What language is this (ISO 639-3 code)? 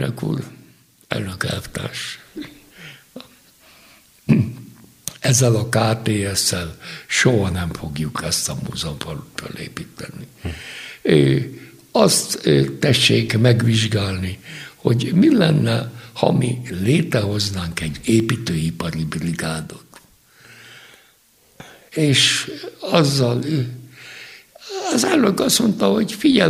hun